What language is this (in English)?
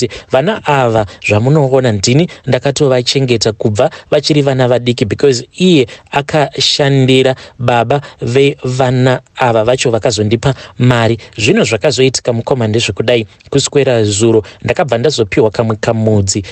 Shona